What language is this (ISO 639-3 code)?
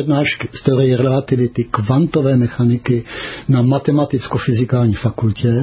ces